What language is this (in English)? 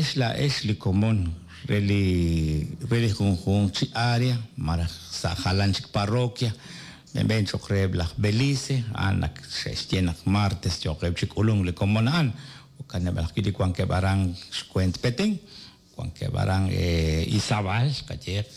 Kekchí